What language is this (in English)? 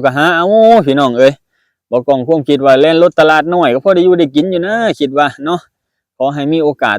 Lao